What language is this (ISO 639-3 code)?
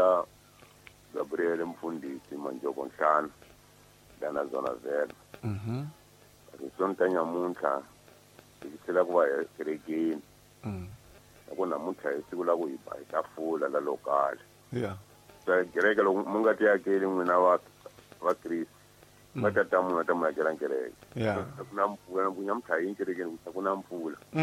tso